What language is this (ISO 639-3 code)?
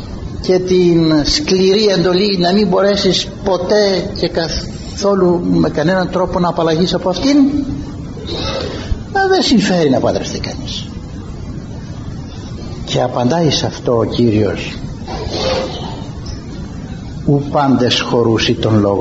ell